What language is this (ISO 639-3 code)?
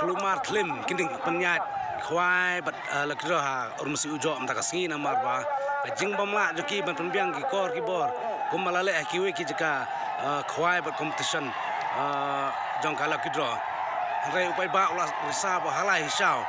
kha